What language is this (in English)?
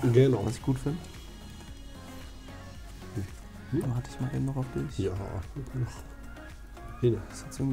German